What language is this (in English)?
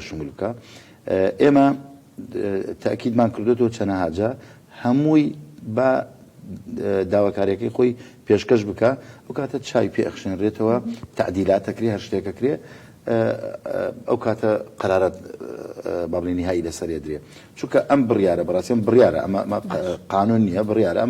Central Kurdish